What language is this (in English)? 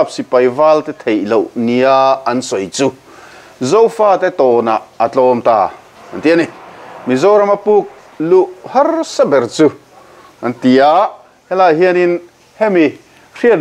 Mizo